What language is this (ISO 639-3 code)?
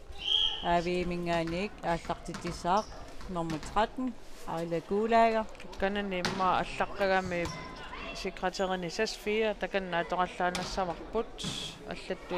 kal